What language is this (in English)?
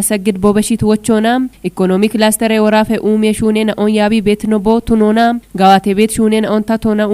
Kafa